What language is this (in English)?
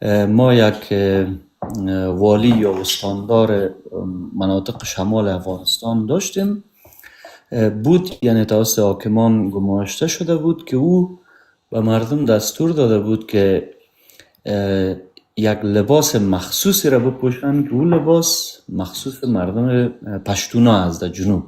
Tajik